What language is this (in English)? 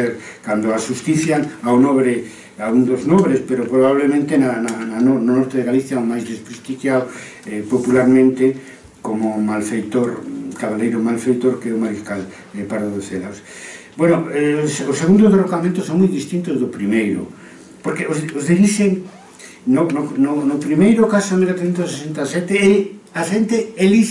Galician